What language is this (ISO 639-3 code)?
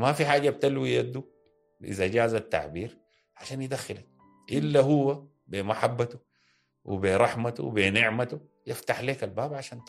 apd